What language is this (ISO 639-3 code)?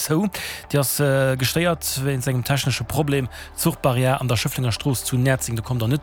ltz